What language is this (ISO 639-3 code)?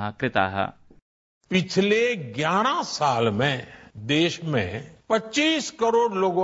san